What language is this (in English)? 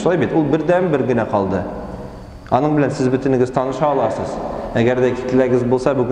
Tatar